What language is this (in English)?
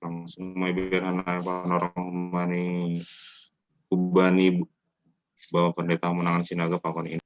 Batak Simalungun